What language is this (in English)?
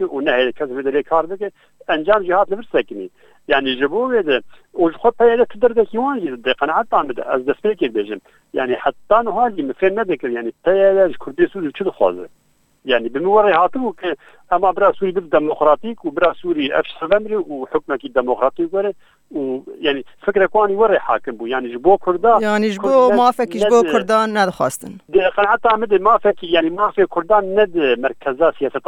Kurdish